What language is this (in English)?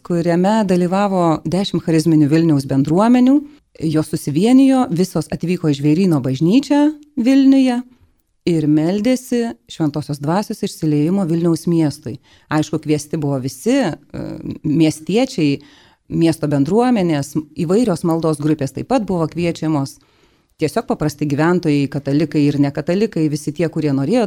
Lithuanian